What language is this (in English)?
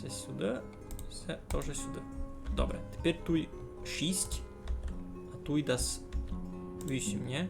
Rusyn